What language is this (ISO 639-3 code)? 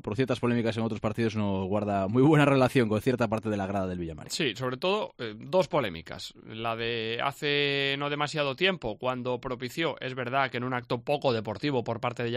spa